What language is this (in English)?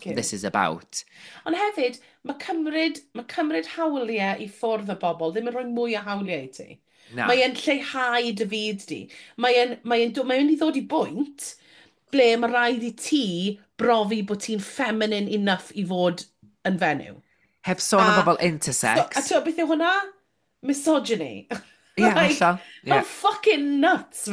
Welsh